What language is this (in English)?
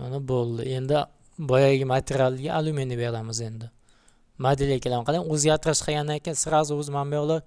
Uzbek